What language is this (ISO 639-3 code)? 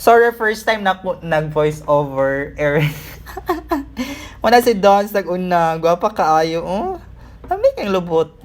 ceb